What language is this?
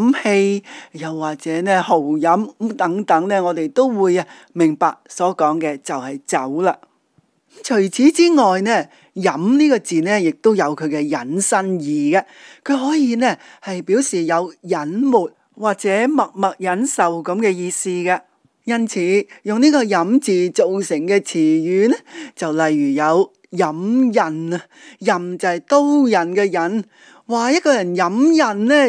Cantonese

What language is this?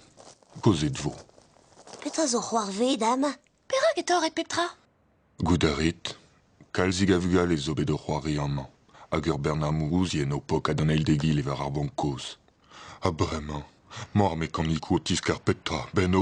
Breton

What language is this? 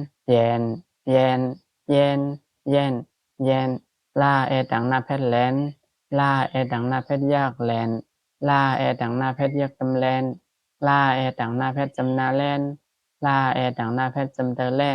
Shan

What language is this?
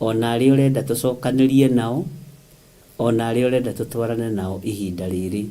Kikuyu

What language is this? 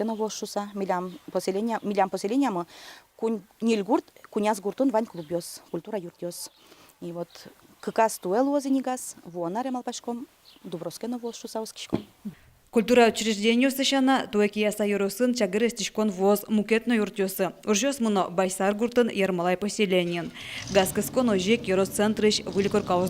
Udmurt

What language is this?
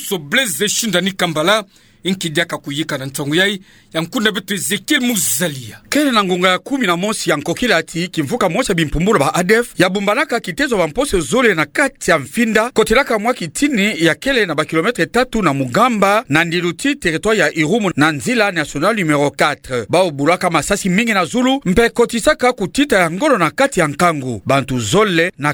Kituba (Democratic Republic of Congo)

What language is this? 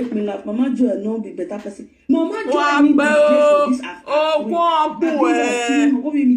Nigerian Pidgin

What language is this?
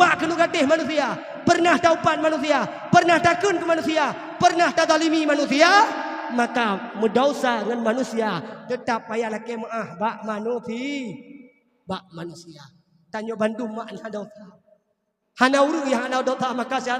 Achinese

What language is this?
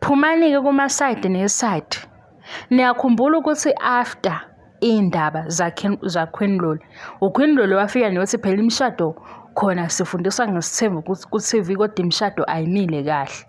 Zulu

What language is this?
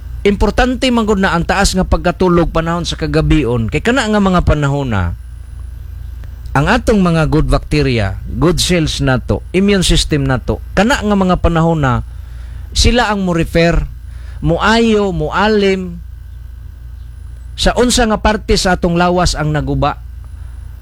Cebuano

